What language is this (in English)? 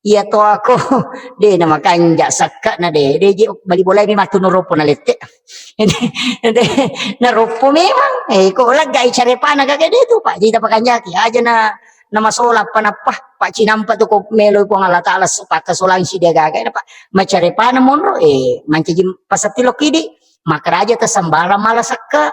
Buginese